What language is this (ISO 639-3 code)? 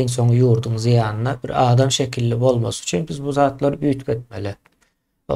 tuk